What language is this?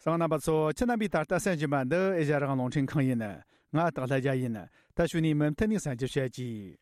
Tibetan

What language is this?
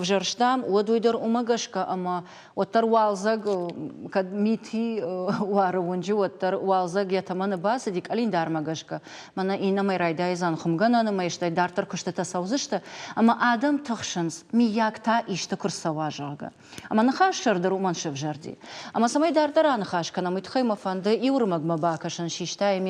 Ossetic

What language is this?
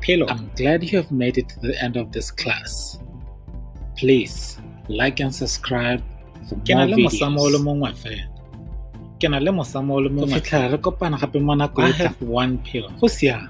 Tswana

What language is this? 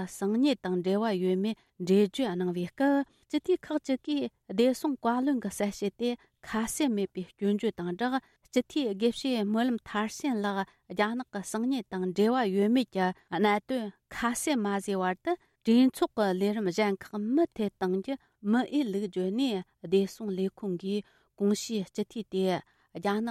Tibetan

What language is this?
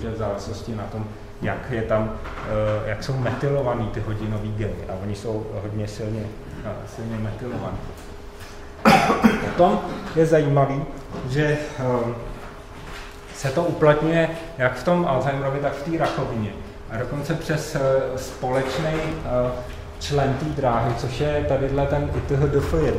Czech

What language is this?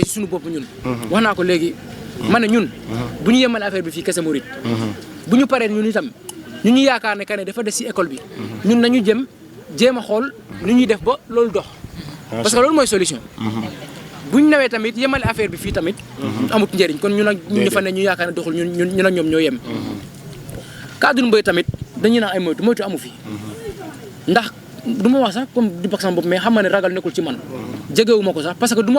Wolof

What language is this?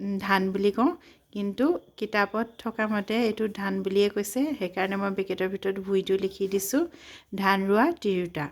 Assamese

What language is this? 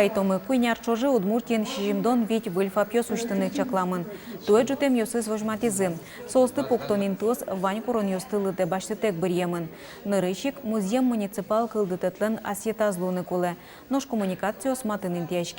Udmurt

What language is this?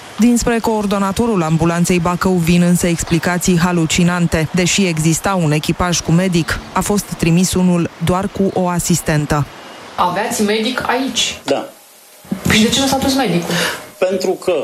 Romanian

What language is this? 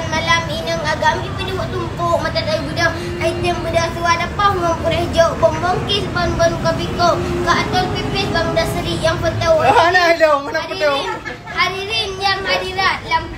Achinese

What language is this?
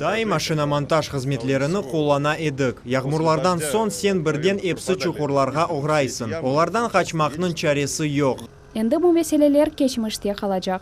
Crimean Tatar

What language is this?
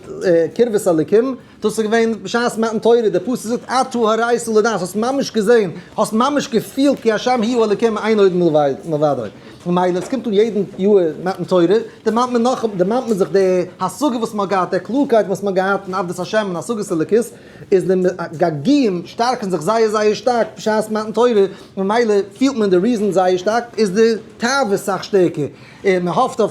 Yiddish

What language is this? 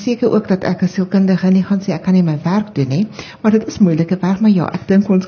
Afrikaans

